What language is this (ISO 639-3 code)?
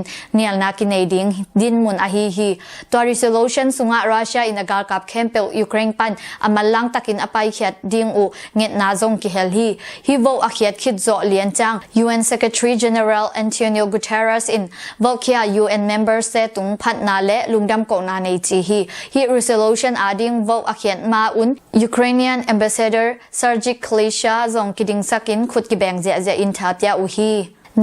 ctd